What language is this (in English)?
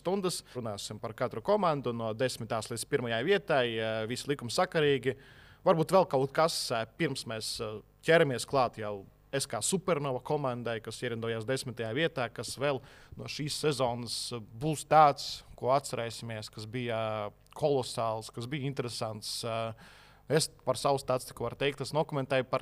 Latvian